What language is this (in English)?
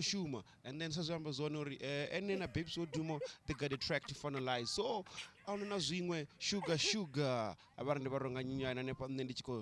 Venda